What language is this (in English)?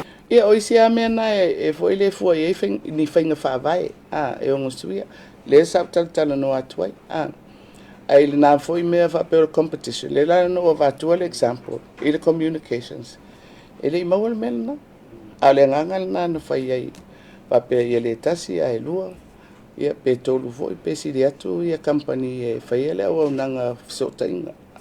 Samoan